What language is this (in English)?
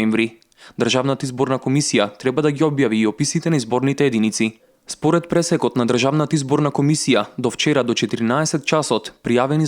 Macedonian